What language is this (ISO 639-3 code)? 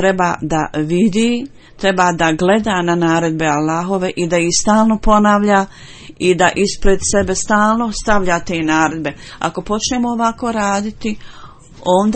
bos